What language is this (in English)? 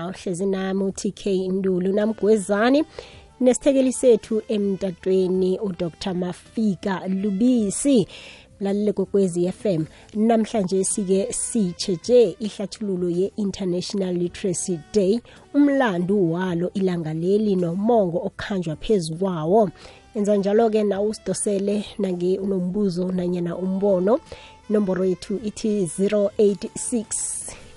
South Ndebele